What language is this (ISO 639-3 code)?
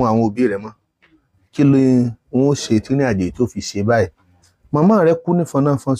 yor